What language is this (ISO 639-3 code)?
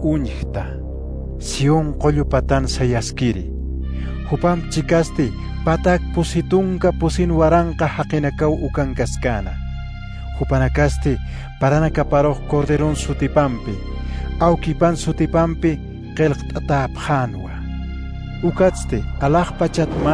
aym